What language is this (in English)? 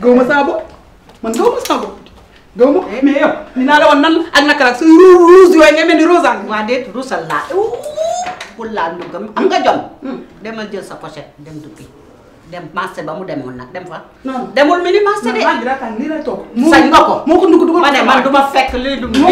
Wolof